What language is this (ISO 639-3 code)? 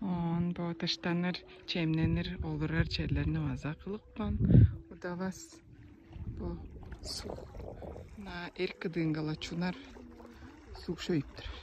tyv